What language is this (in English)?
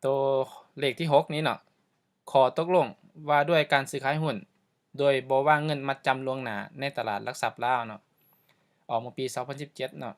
Lao